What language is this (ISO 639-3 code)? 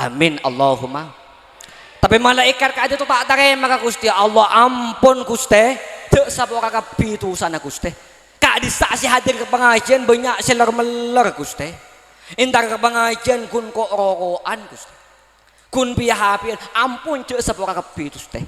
mad